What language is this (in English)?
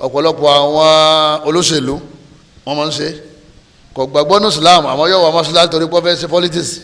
Yoruba